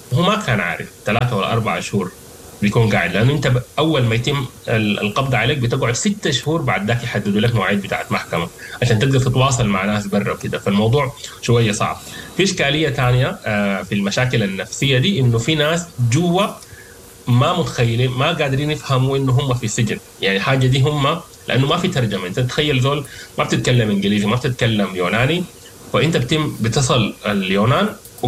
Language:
Sudanese Arabic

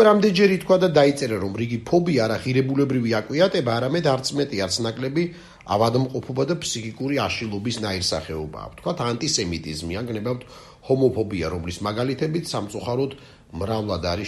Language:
Georgian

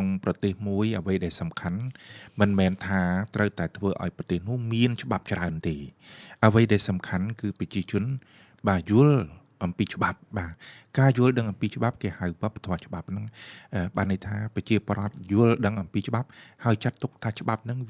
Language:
Khmer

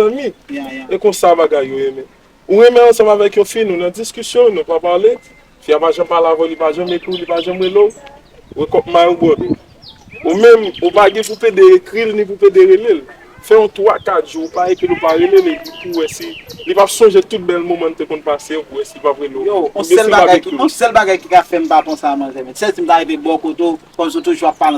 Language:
Haitian Creole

